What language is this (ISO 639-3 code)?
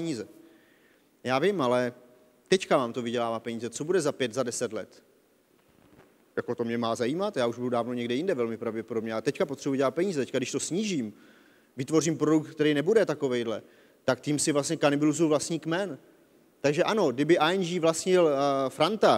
ces